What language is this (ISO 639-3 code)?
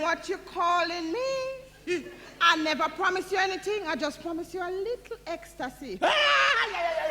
jam